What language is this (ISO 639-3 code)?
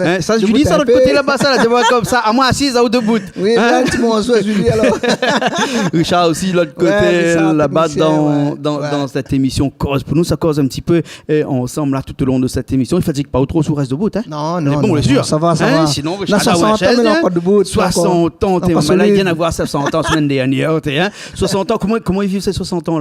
rcf